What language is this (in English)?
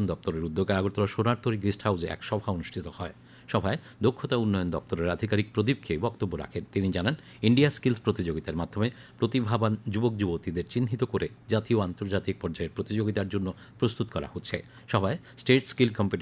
Bangla